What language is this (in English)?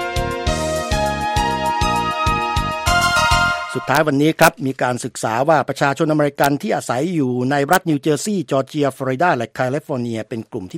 Thai